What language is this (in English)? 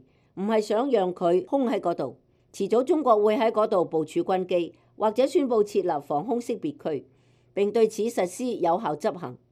Cantonese